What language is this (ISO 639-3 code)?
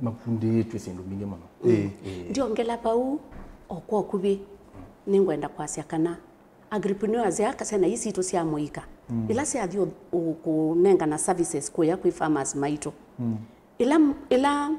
kam